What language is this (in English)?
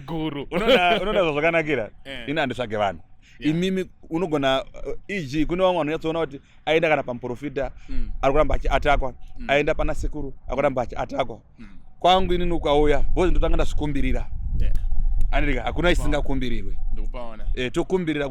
Shona